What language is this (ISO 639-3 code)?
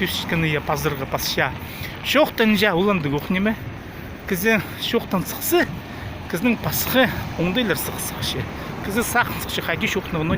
kjh